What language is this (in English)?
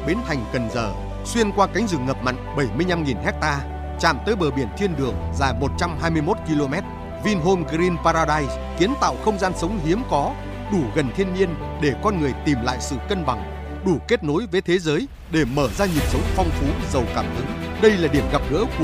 Vietnamese